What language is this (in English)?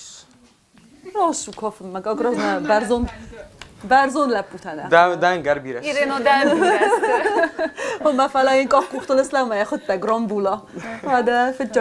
Ossetic